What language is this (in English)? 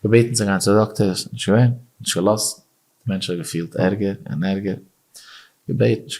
Yiddish